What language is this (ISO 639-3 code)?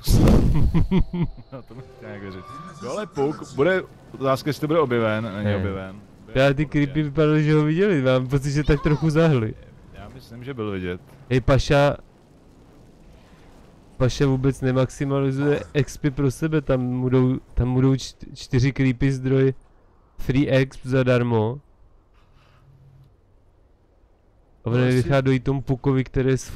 ces